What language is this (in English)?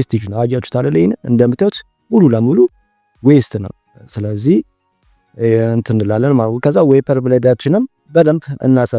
Amharic